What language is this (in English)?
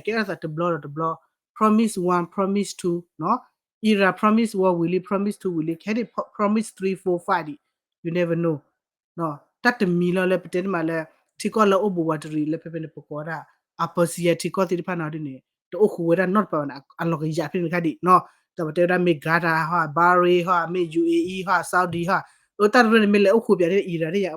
S'gaw Karen